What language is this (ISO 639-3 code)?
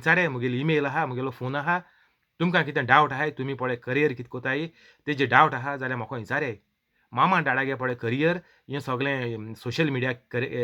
kok